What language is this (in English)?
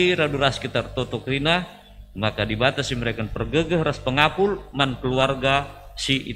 Batak Karo